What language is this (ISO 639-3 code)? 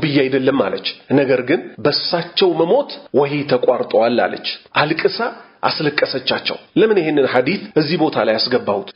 amh